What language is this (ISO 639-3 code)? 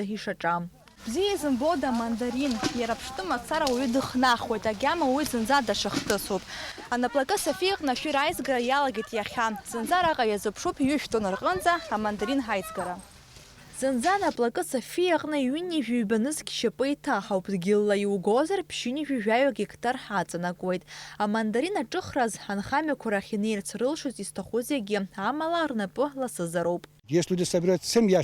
abk